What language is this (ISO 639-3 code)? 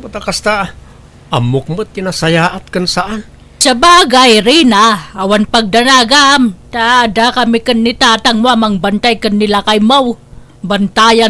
ilo